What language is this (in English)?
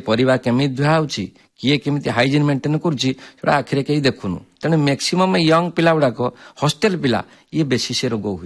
Odia